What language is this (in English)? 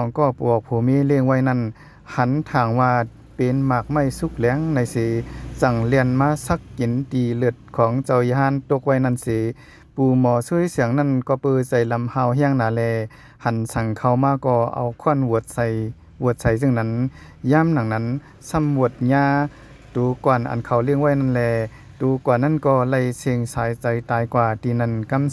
Shan